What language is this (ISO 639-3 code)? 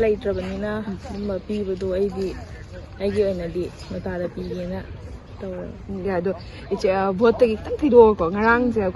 mni